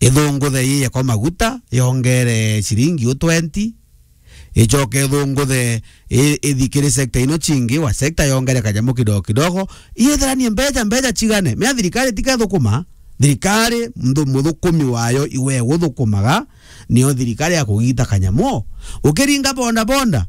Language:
Meru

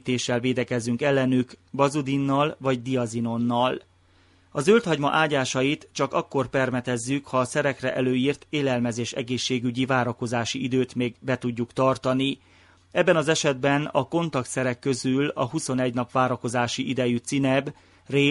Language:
Hungarian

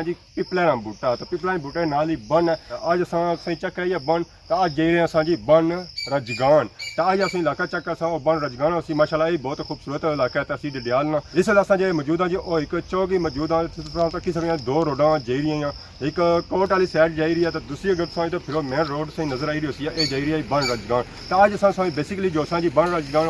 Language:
Pahari-Potwari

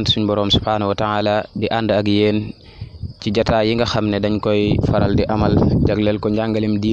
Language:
Wolof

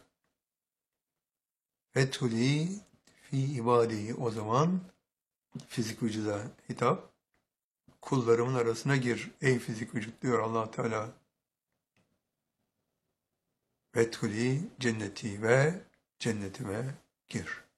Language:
Turkish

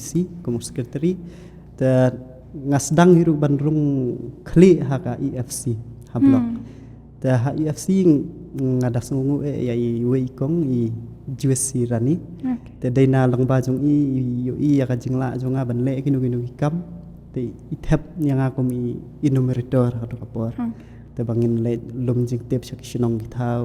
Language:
Khasi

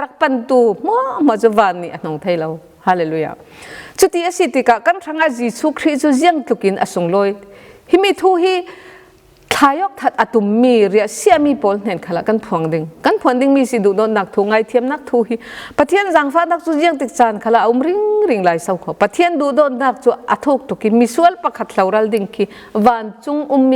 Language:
Falam Chin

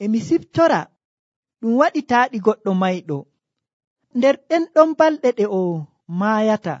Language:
Nigerian Fulfulde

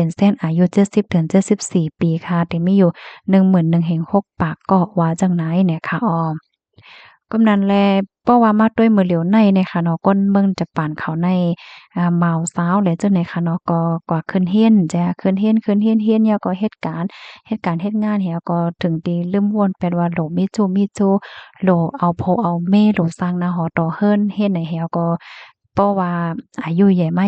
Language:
Shan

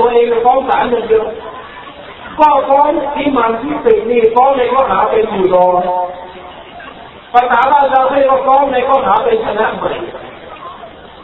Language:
Thai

